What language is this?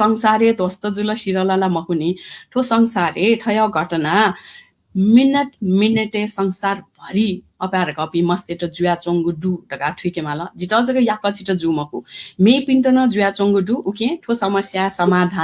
Newari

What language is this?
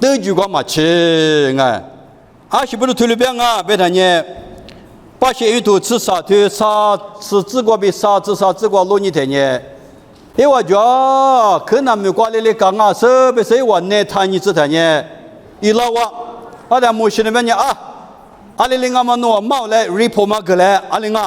Lisu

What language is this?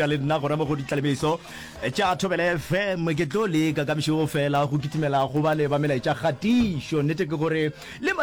Northern Sotho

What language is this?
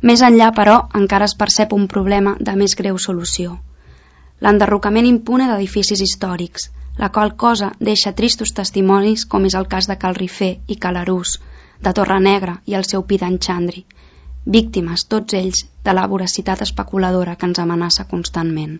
Catalan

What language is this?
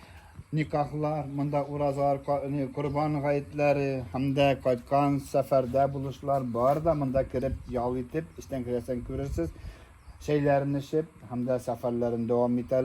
Tatar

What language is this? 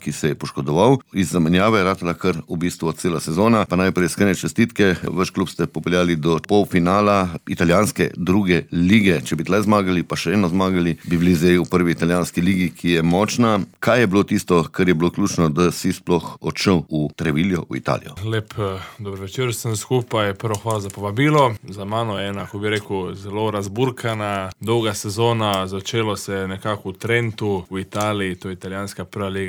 Slovenian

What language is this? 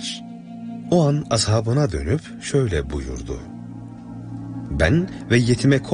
Turkish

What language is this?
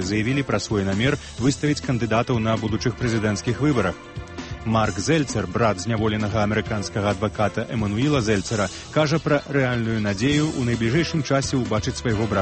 Belarusian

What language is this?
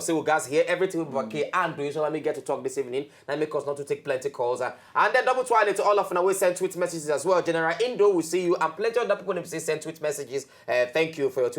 Nigerian Pidgin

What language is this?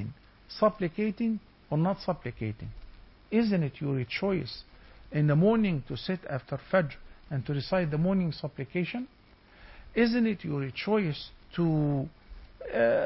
English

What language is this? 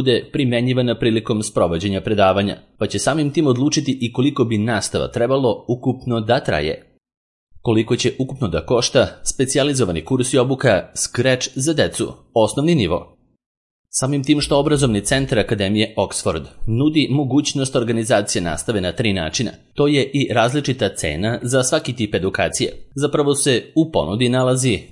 Serbian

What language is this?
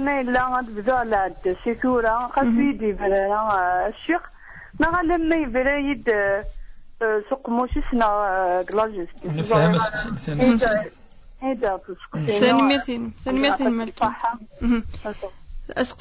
Kabyle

